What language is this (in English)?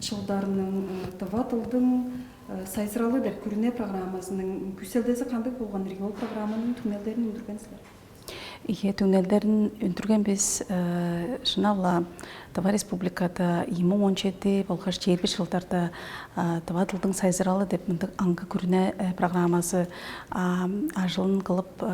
Tuvinian